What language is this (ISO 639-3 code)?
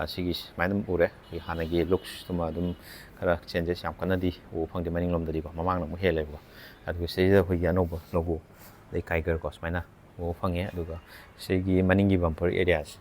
mni